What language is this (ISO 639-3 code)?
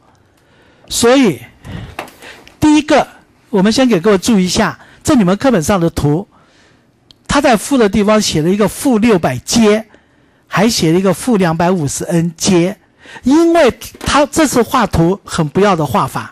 zho